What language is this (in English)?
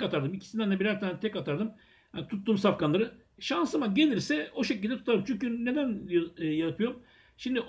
Turkish